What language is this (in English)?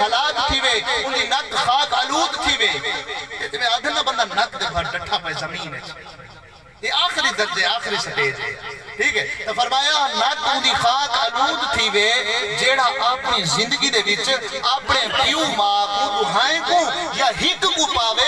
Saraiki